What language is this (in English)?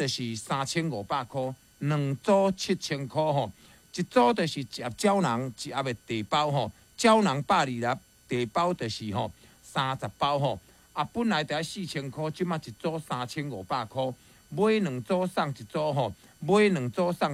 Min Nan Chinese